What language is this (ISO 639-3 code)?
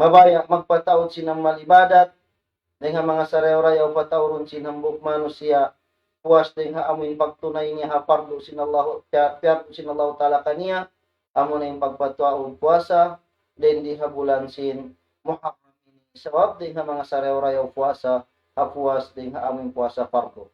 tsg